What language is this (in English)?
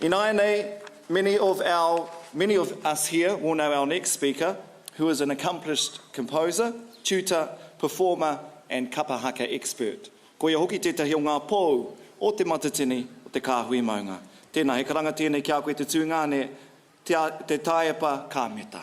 Māori